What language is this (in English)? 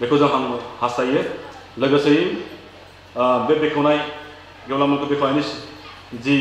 Bodo